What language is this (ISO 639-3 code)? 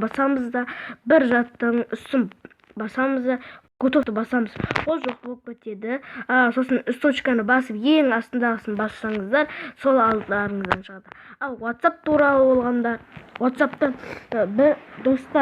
kaz